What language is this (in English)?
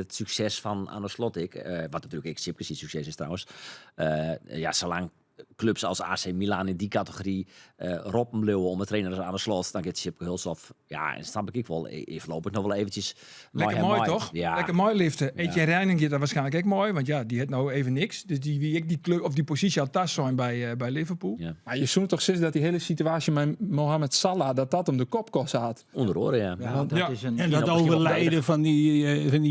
Western Frisian